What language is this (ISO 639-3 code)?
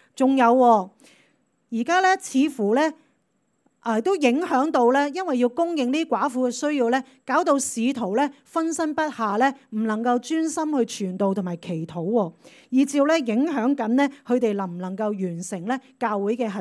yue